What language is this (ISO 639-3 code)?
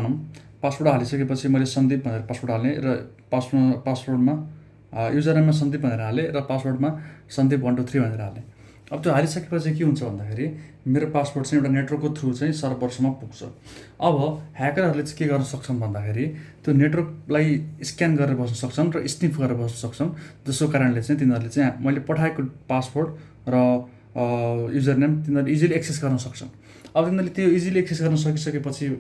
nep